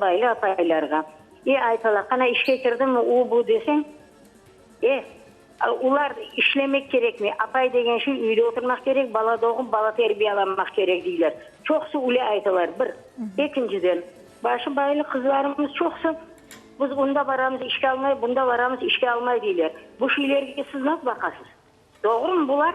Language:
Crimean Tatar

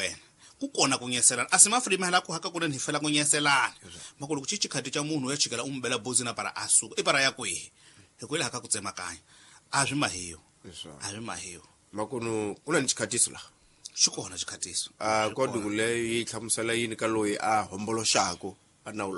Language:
Tsonga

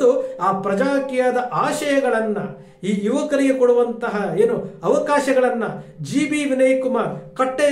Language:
Kannada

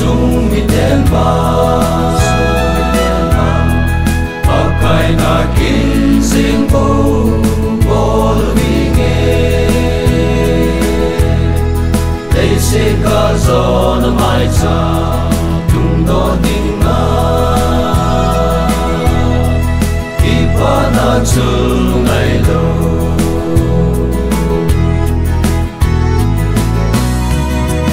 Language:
Vietnamese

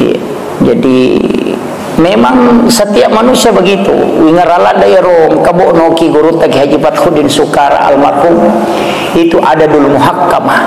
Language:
Buginese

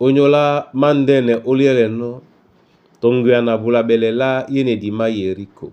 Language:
Duala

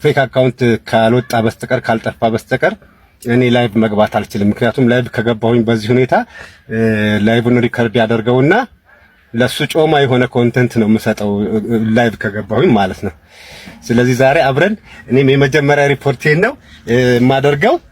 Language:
Amharic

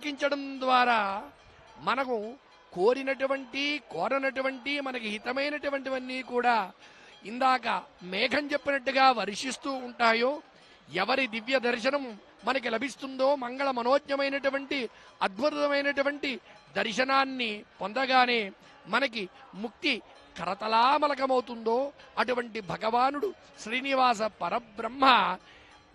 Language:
Telugu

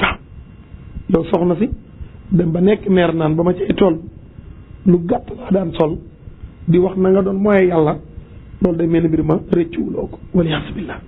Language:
Wolof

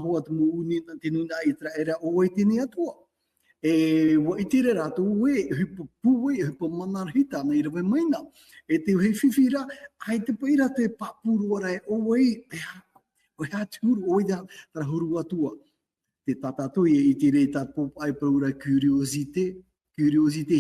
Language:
Tahitian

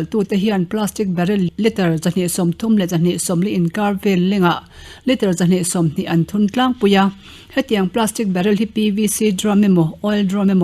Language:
Mizo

